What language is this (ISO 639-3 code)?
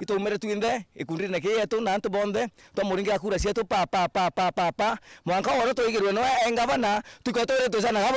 mer